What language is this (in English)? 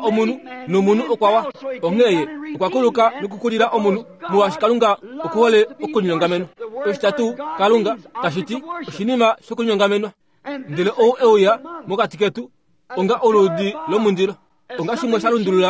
Kuanyama